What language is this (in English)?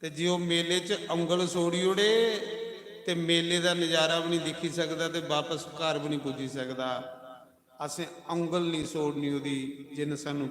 Dogri